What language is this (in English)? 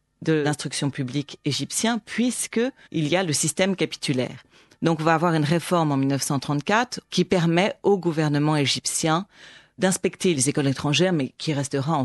French